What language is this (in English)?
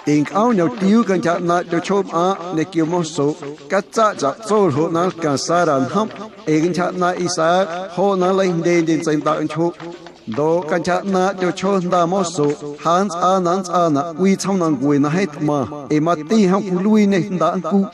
Guerrero Amuzgo